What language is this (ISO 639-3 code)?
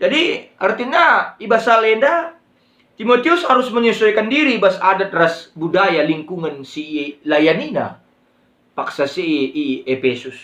btx